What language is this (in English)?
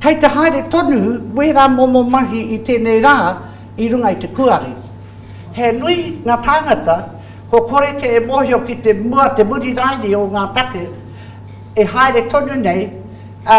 Māori